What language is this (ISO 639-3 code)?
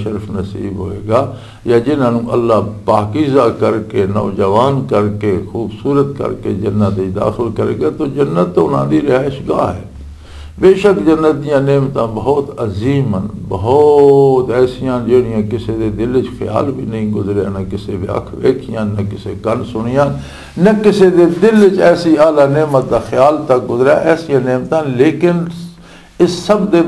lah